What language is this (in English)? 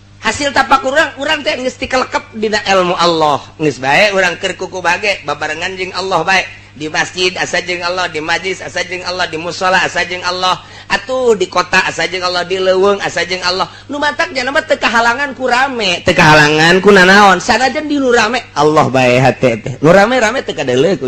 Sundanese